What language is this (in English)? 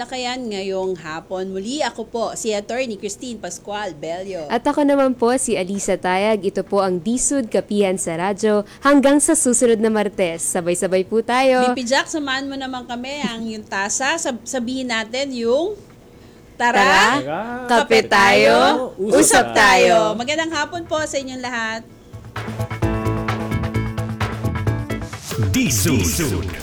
Filipino